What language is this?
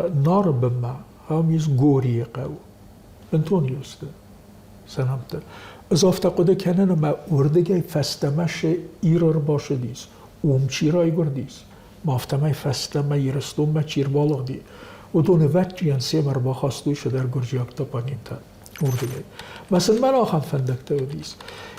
Ossetic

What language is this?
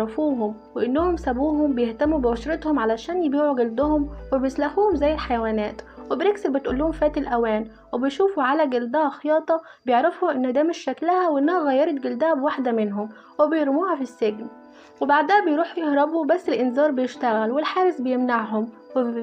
Egyptian Arabic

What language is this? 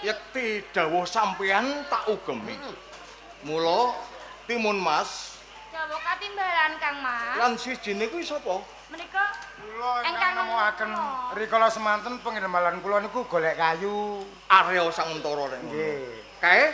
Javanese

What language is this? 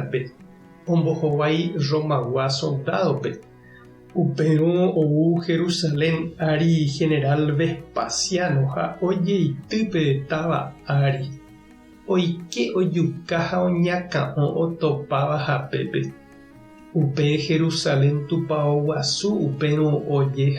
Guarani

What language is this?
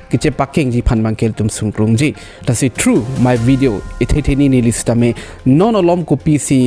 Karbi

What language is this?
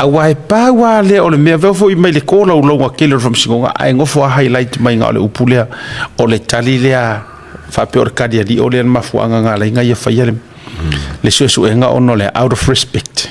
Samoan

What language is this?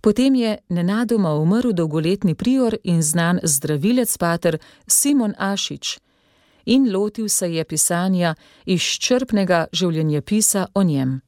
Slovenian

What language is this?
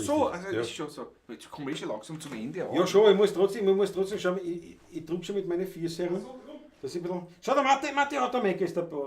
Bavarian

